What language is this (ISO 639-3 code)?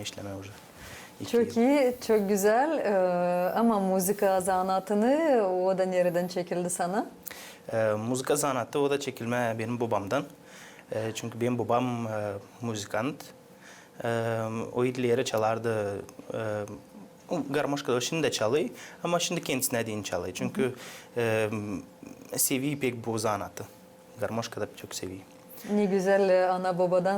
gag